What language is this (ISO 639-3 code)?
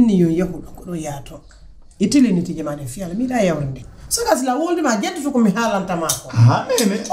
fuf